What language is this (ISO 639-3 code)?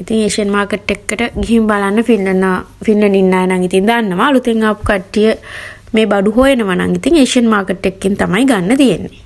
sin